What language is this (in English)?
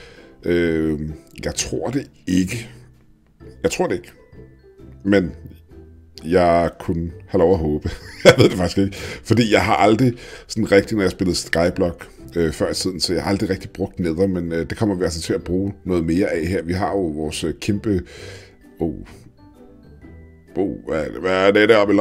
Danish